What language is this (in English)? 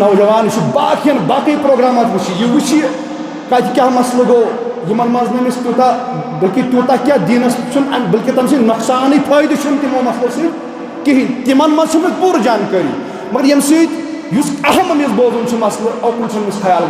Kashmiri